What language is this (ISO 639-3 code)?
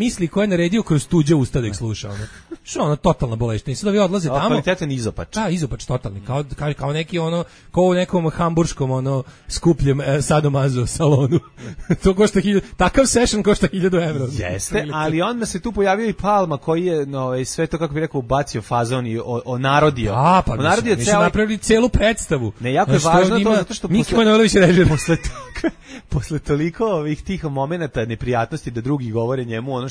srp